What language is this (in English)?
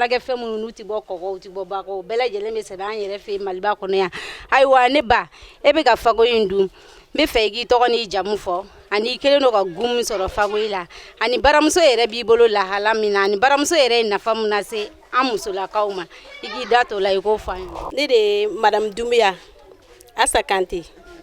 Bambara